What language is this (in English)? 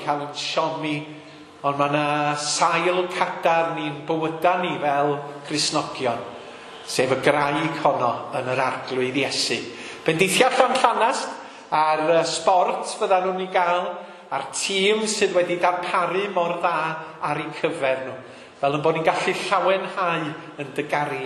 Welsh